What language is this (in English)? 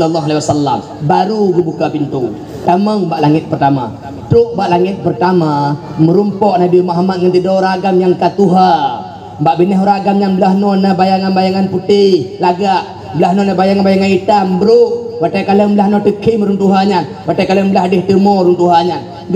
Achinese